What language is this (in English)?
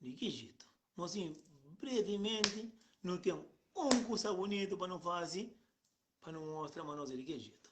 Kabuverdianu